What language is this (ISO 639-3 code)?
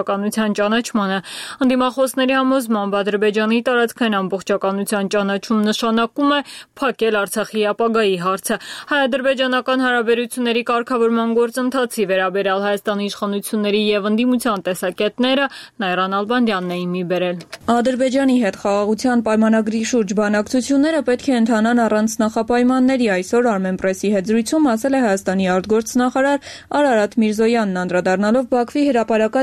hye